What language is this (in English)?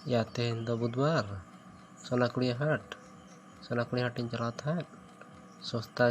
Santali